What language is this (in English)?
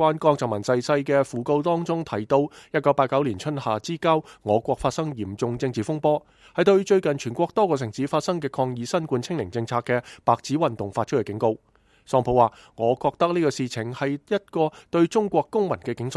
Cantonese